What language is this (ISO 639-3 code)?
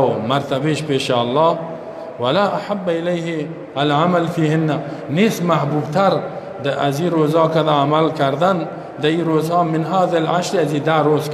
fas